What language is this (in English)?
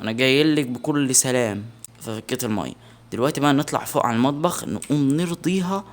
Egyptian Arabic